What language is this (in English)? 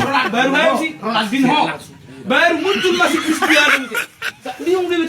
Batak Toba